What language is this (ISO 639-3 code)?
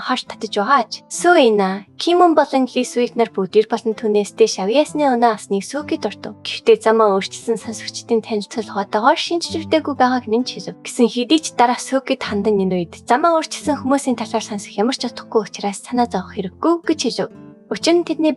mon